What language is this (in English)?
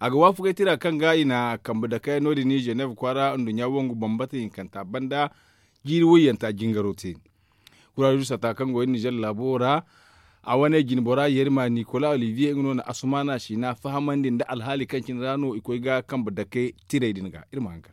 Zarma